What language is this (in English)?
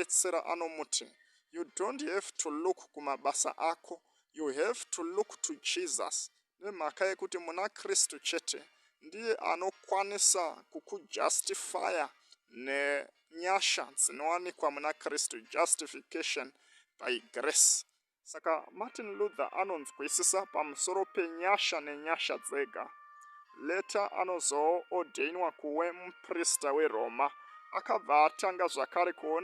Shona